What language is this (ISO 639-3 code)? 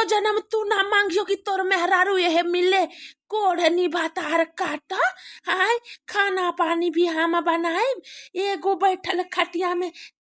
bho